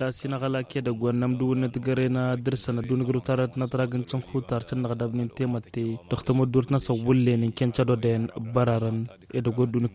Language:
Tamasheq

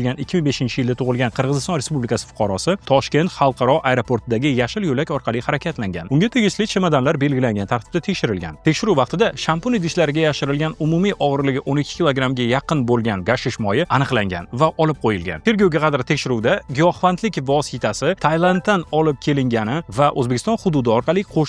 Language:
Uzbek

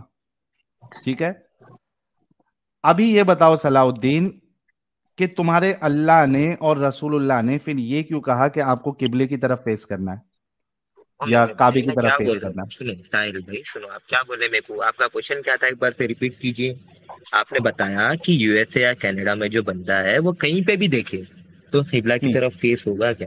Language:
Hindi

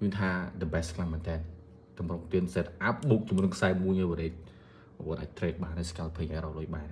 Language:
Khmer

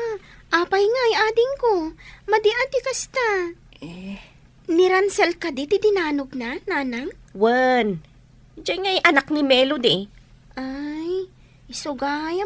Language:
Iloko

